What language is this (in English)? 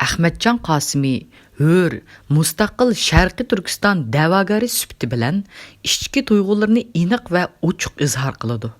Uyghur